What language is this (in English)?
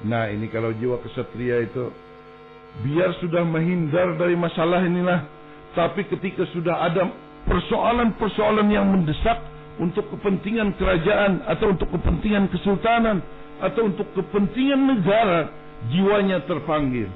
Banjar